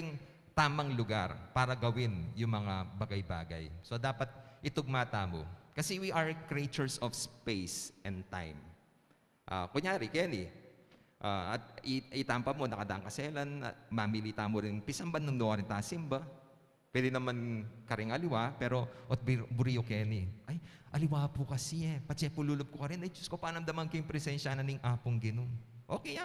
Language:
Pampanga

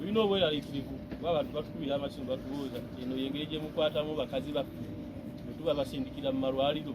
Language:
Ganda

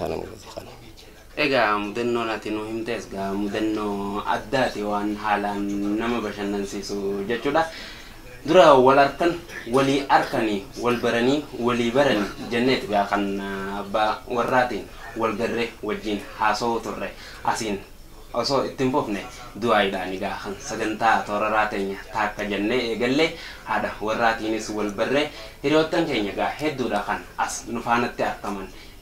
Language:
Oromo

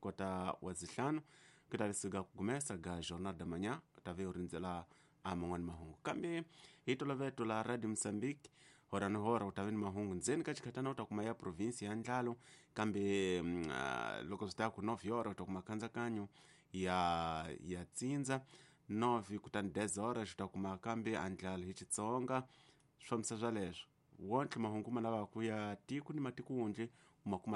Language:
Tsonga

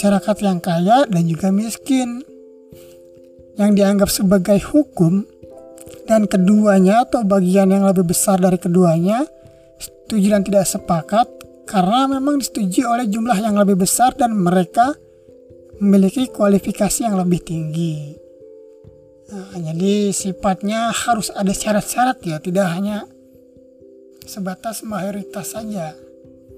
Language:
Indonesian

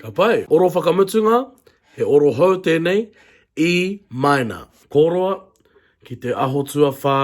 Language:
Māori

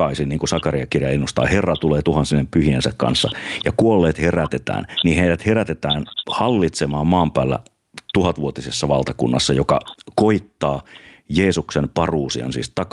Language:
Finnish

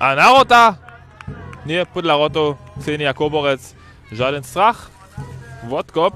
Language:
Upper Sorbian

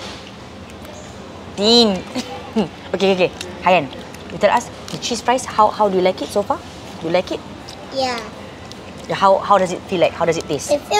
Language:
Malay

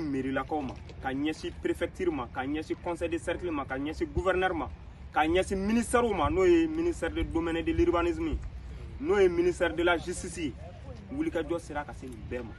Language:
Bambara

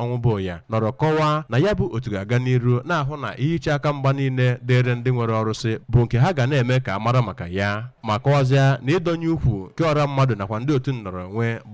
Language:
Igbo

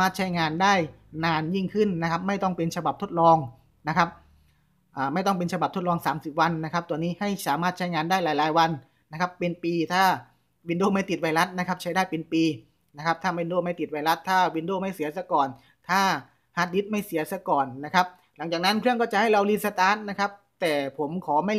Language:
Thai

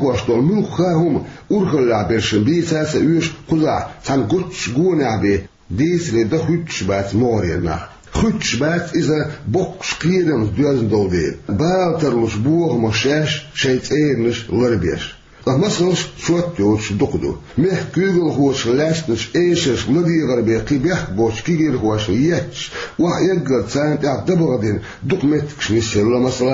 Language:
Chechen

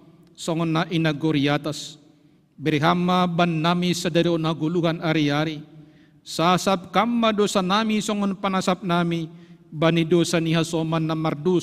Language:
Batak Simalungun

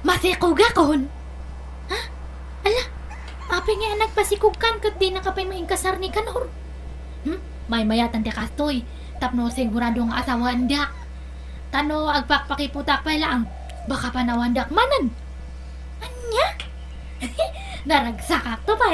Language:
Iloko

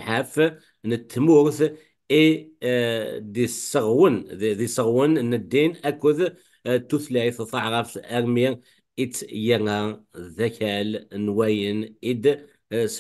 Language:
Kabyle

